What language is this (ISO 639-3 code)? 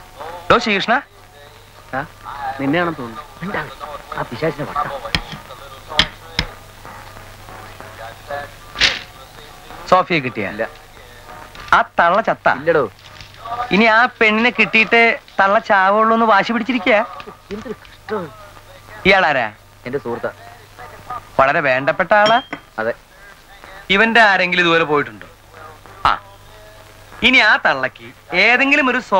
mal